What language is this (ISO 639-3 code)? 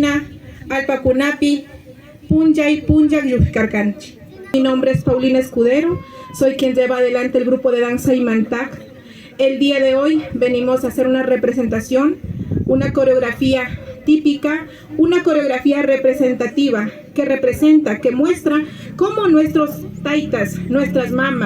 qvi